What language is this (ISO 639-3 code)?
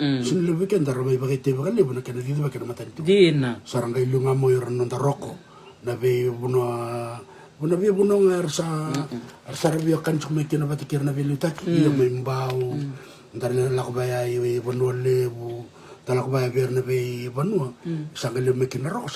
fij